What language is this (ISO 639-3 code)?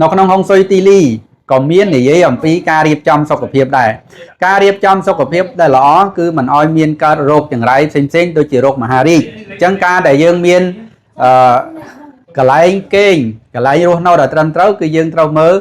khm